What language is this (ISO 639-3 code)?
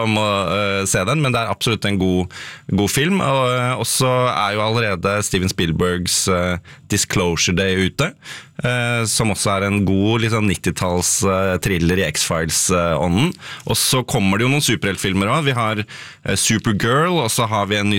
nor